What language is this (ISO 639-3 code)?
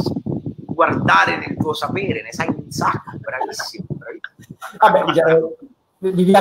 ita